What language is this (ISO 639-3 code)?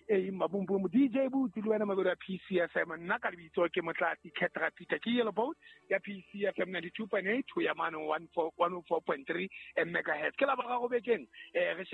sot